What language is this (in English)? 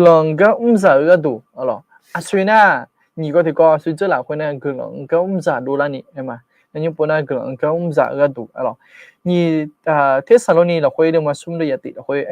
Akha